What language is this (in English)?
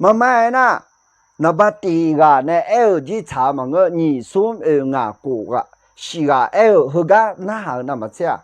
Akha